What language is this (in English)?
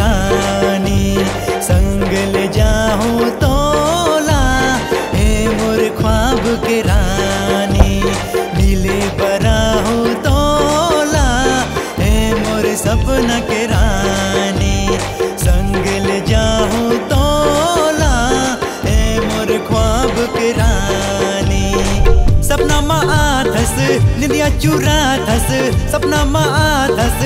Chhattisgarhi